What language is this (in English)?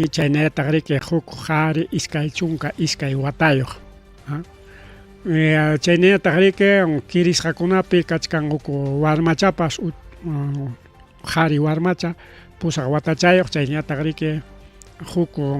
Ayacucho Quechua